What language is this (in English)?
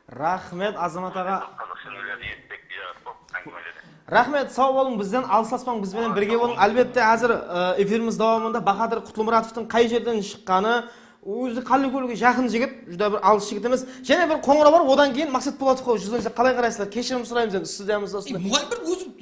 Kara-Kalpak